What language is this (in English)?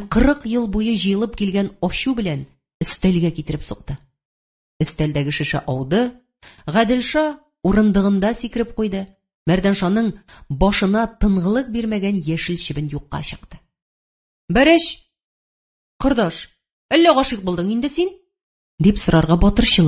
Tatar